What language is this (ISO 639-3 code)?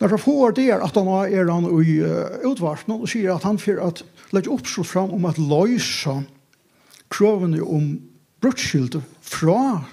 fao